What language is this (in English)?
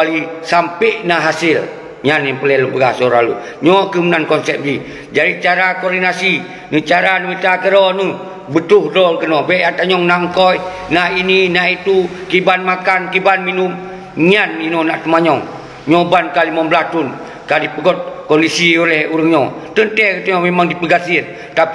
Achinese